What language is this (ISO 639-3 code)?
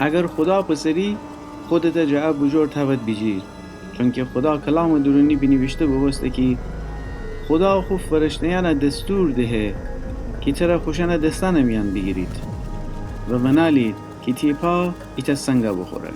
glk